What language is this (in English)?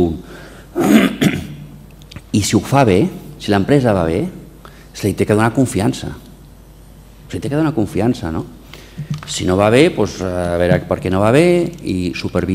Catalan